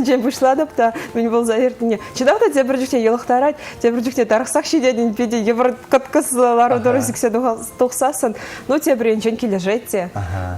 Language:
Chuvash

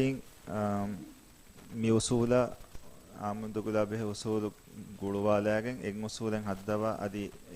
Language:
Divehi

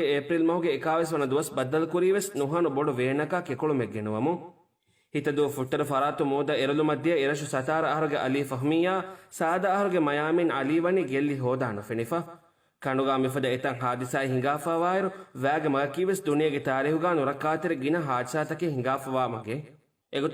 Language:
Divehi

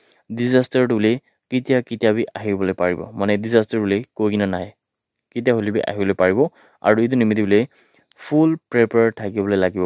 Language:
Naga Pidgin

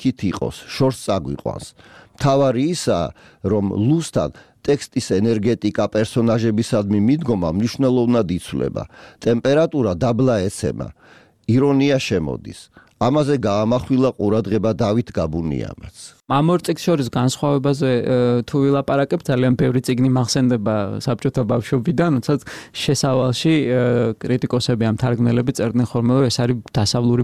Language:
Georgian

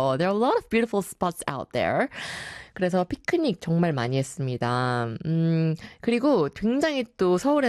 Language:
Korean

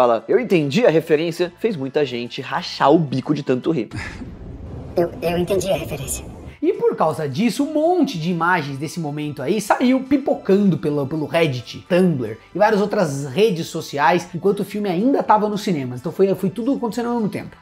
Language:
Portuguese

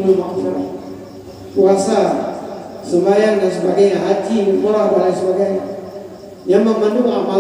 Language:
Achinese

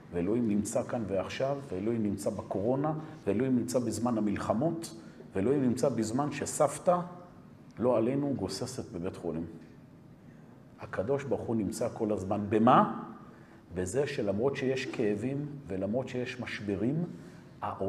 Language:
Hebrew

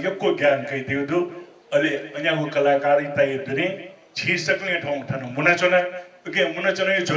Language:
Newari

